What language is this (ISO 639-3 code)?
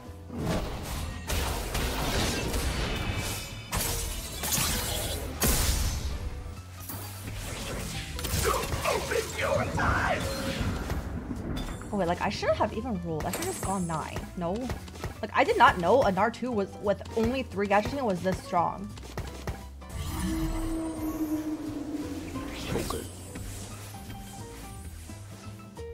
eng